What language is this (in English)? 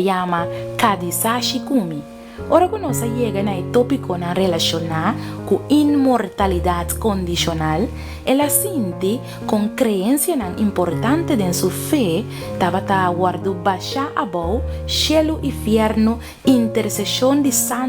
Papiamento